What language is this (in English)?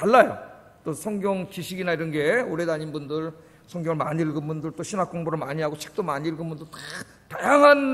Korean